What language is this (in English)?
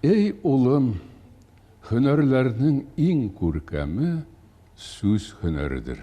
Tatar